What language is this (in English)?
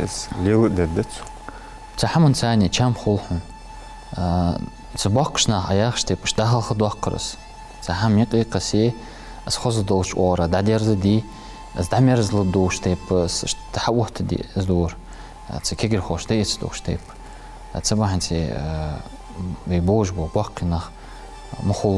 Ingush